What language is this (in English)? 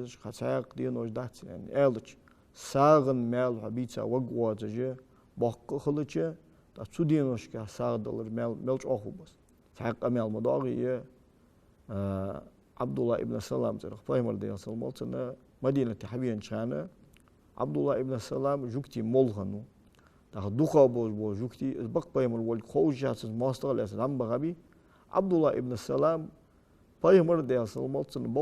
Ingush